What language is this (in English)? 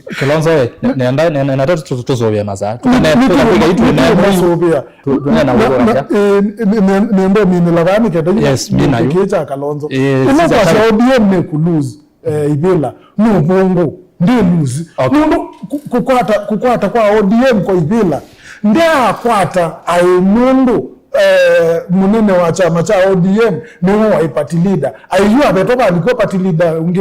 Kamba